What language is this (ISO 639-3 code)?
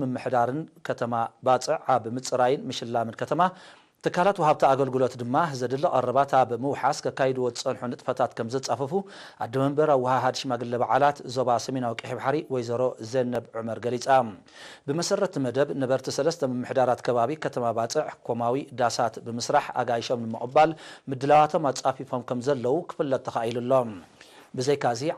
tir